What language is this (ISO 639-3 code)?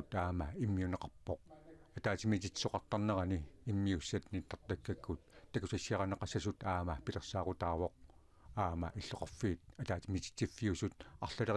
kal